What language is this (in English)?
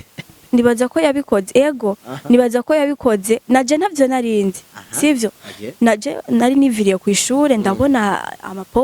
Rundi